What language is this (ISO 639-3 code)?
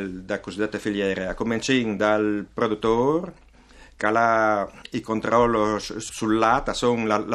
fur